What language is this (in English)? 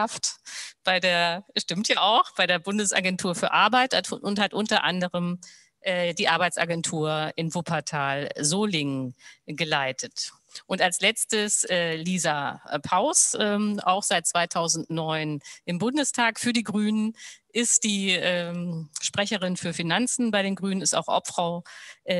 German